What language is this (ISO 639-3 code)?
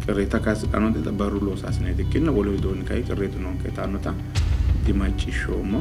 sid